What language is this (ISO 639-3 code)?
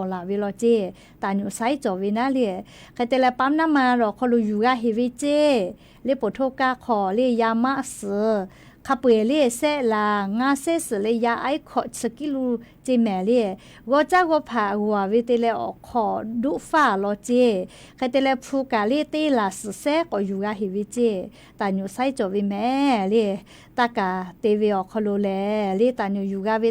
lhu